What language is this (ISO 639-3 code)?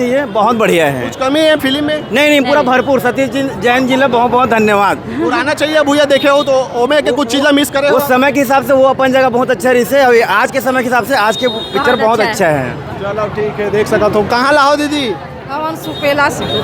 hne